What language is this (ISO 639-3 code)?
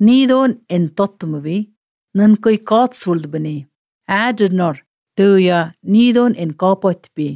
sqi